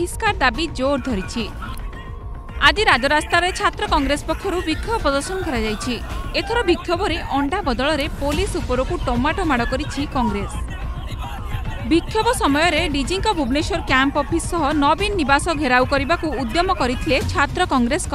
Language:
Odia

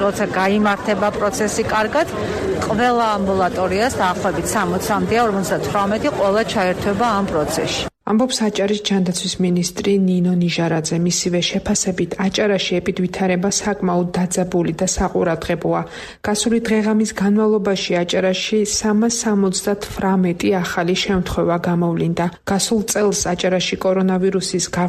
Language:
Georgian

